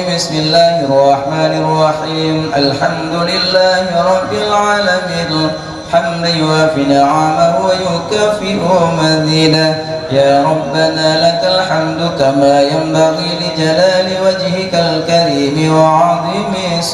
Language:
Achinese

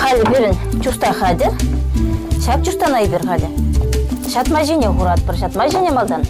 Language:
Chuvash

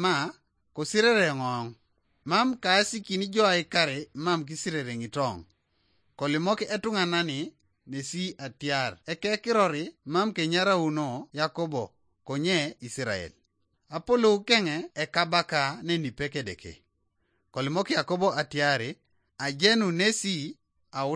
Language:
Teso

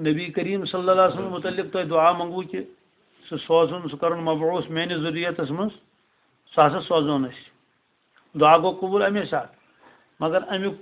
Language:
Kashmiri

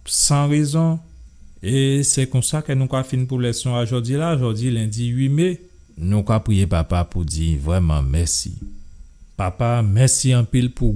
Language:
Guadeloupean Creole French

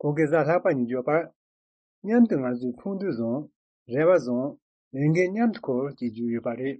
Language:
Tibetan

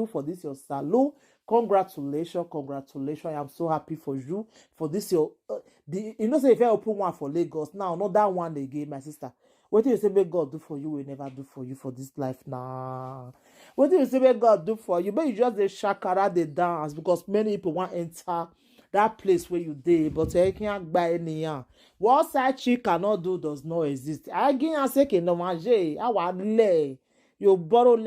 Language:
Nigerian Pidgin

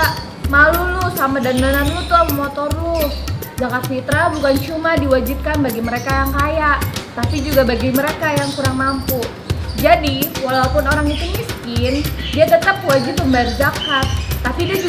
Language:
Betawi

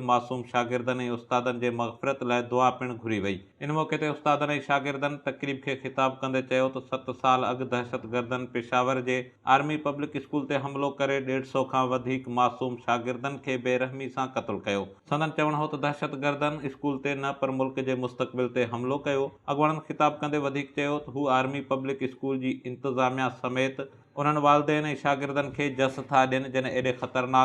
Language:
Sindhi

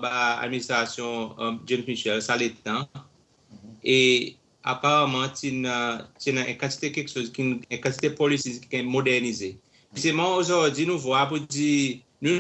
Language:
Seselwa Creole French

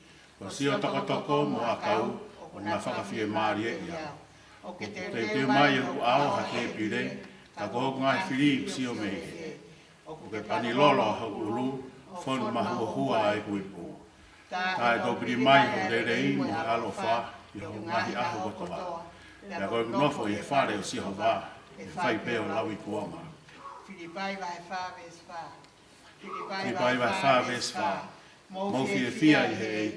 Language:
Tongan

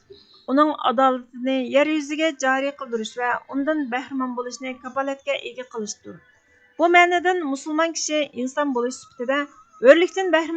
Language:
Uyghur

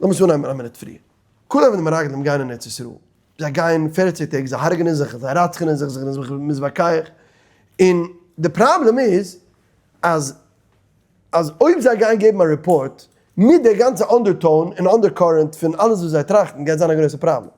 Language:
Yiddish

